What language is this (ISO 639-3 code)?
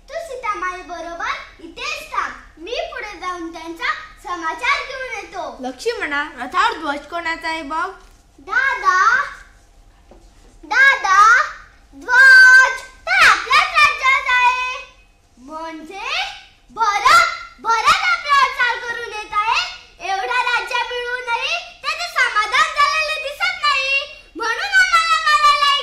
mar